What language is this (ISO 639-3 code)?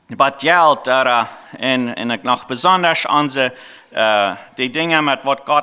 pdt